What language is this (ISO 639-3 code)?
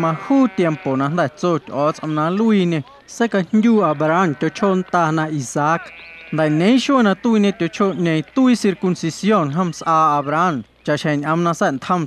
amu